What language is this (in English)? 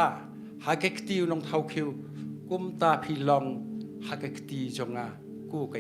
Khasi